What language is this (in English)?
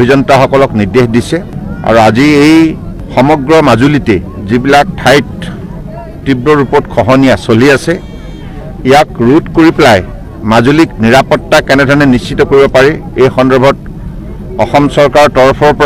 Assamese